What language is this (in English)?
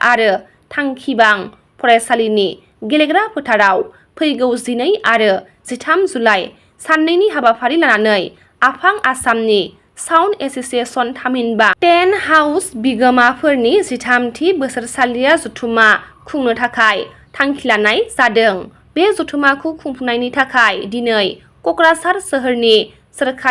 Bodo